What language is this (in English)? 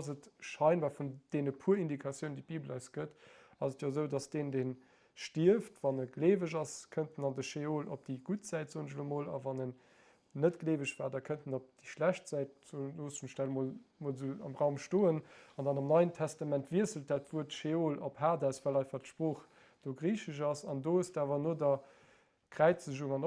Luxembourgish